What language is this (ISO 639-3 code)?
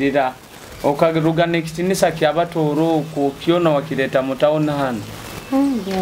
nyo